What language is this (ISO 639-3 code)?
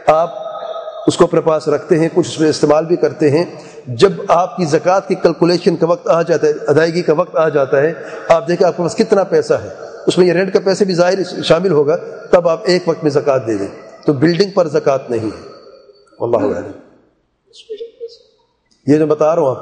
urd